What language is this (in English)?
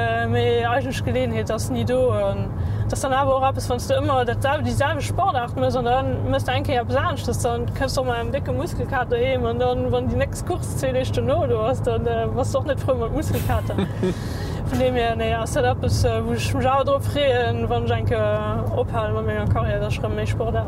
Luxembourgish